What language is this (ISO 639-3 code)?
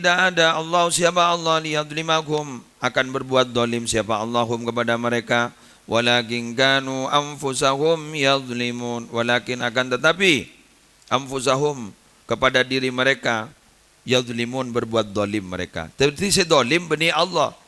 mad